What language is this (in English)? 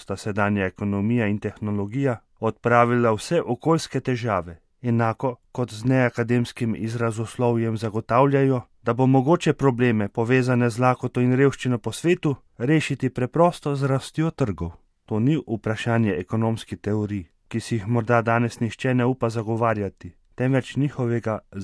Slovenian